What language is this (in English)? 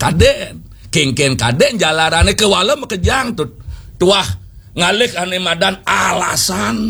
Balinese